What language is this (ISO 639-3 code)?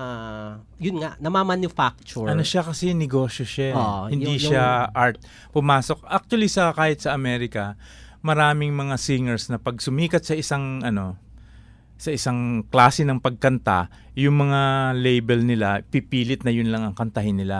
fil